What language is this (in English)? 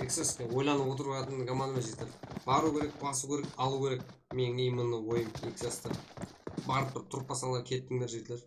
Kara-Kalpak